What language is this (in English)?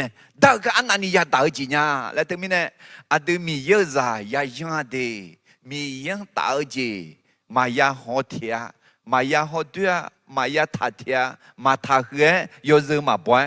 Akha